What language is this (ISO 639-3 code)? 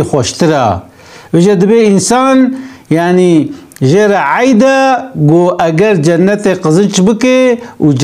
kur